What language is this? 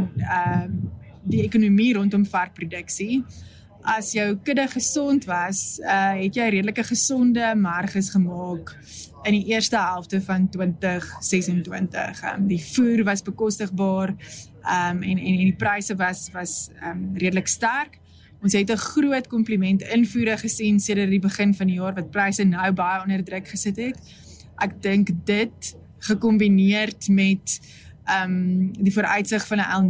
Afrikaans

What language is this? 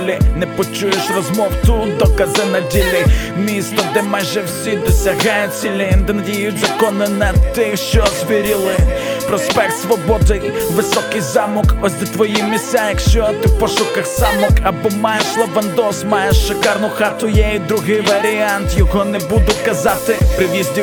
Ukrainian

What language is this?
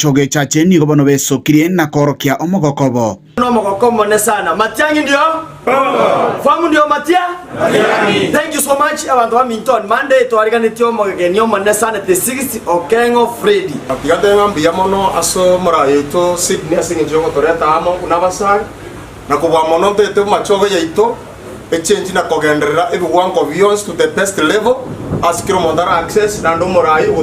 Gusii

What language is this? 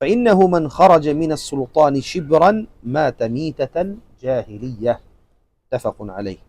Tausug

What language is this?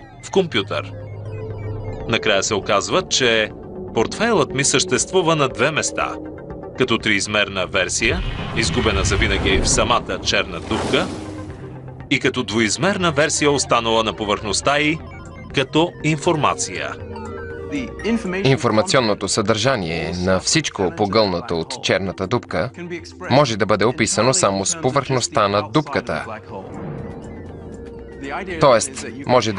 Bulgarian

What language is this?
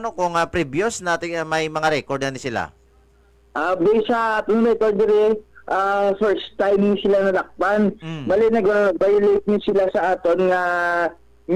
Hiligaynon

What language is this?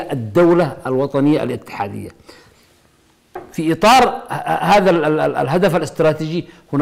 Arabic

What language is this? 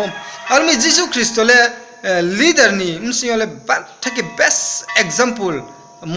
Riang (India)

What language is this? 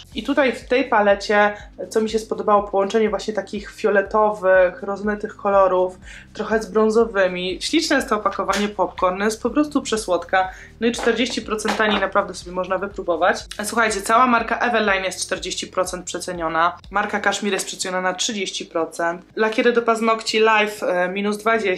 Polish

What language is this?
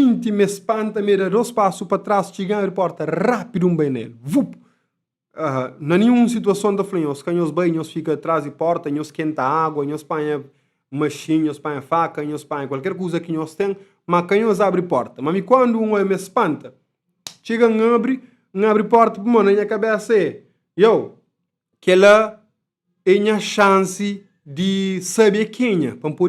Kabuverdianu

